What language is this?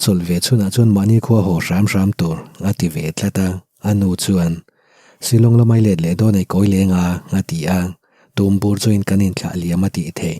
Mizo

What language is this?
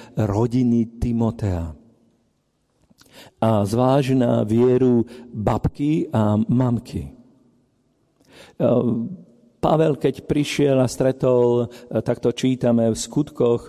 Slovak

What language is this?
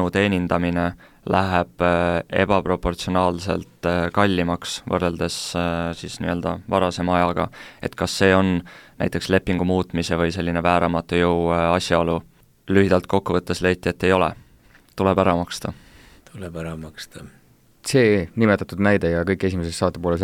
Estonian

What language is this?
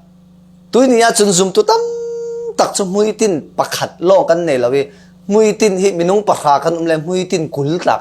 Falam Chin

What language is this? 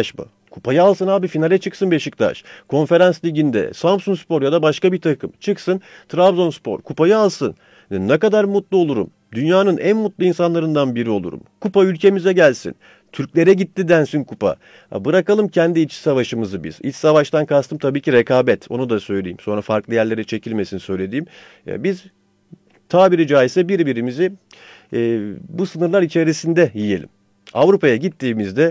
Turkish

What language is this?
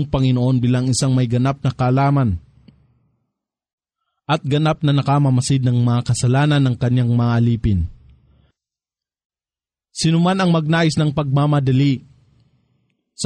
Filipino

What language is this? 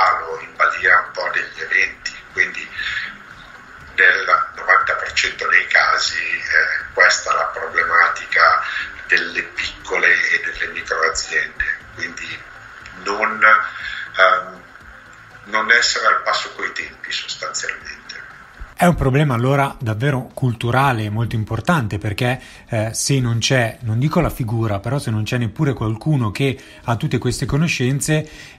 Italian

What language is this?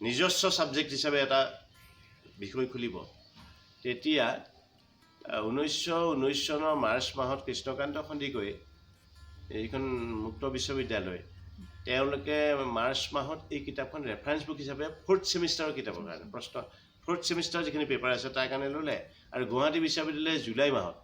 Assamese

